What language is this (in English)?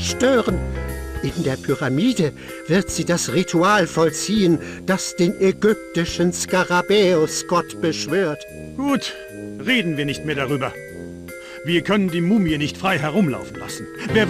Bavarian